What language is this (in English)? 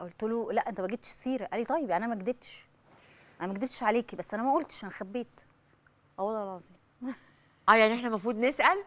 Egyptian Arabic